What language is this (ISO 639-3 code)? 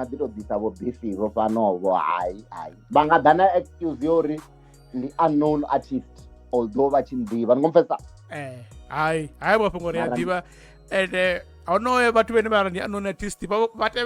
ven